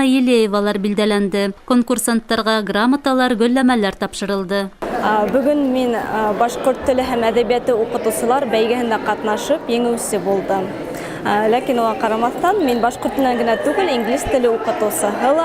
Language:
Bashkir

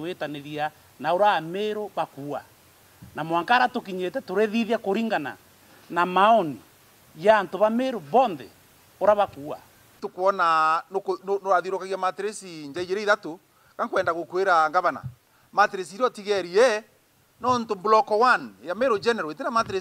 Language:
Meru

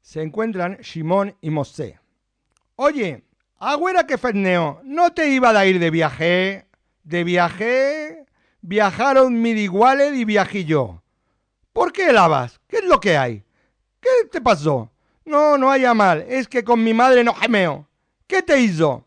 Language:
Ladino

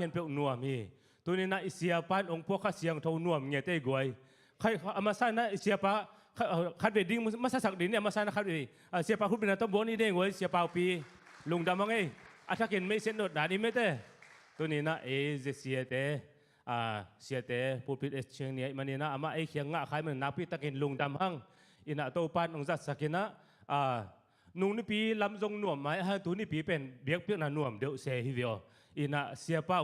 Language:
Tedim Chin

